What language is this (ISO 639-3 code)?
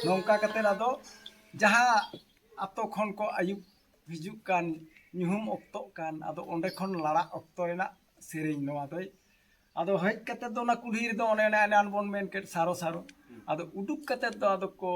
sat